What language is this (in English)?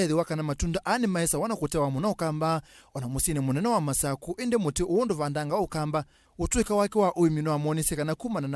Kamba